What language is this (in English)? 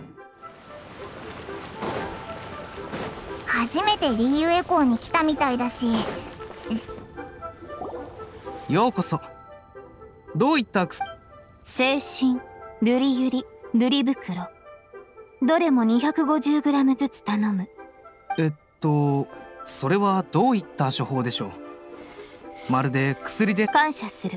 Japanese